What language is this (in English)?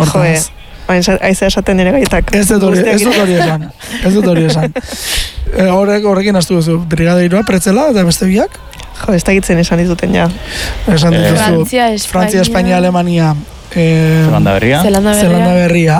Basque